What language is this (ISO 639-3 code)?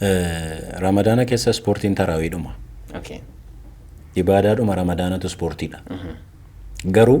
orm